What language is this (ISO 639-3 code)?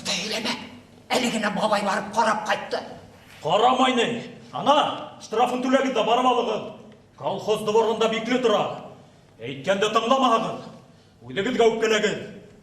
bak